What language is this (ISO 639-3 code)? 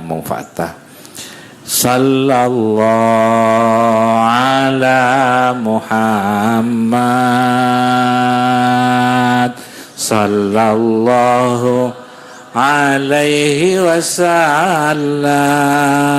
mad